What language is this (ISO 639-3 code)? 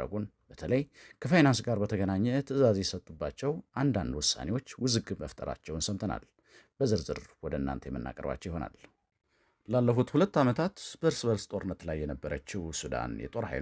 amh